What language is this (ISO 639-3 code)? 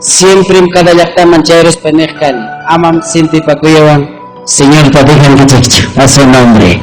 quy